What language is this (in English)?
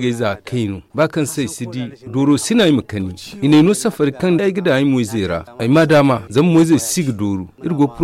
Zarma